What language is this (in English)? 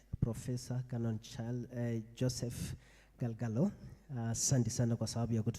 Kikuyu